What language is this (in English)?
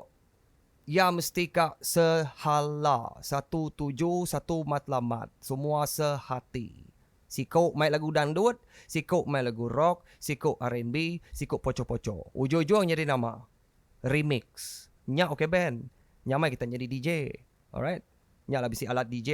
Iban